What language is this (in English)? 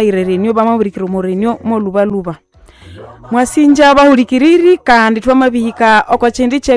Nande